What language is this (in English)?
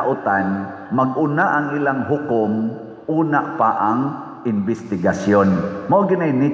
Cebuano